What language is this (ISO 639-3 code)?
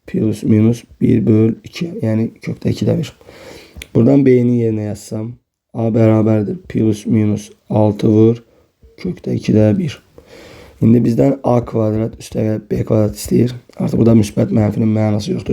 aze